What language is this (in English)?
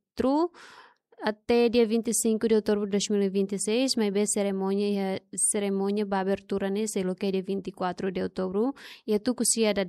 Tetum